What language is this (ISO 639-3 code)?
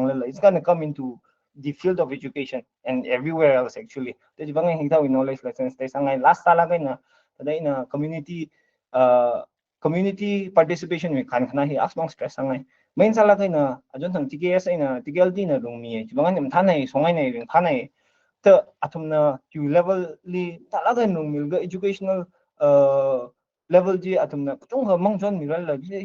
nmf